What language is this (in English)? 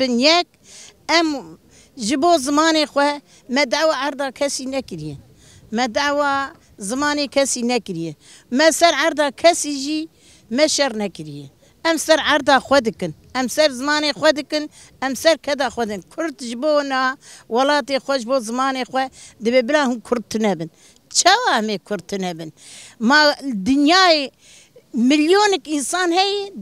Kurdish